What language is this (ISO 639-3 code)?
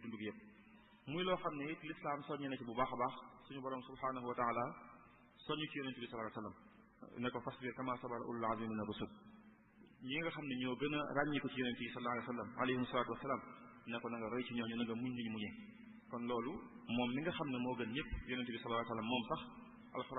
wol